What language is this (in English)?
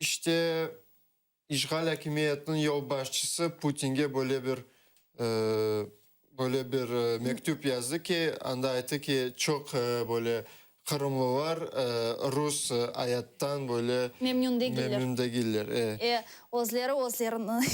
Crimean Tatar